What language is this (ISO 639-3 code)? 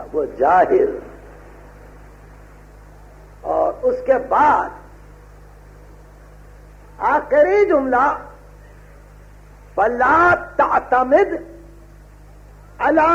urd